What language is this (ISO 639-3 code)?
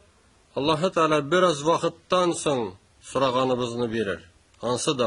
tat